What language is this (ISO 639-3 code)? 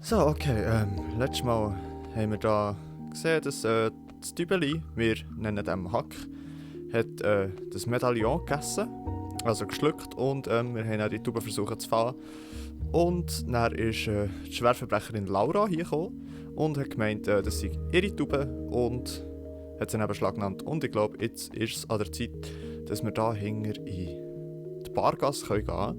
gsw